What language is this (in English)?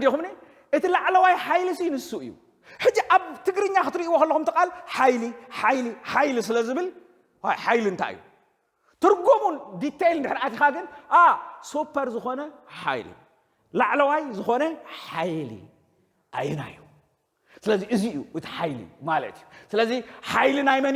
Tigrinya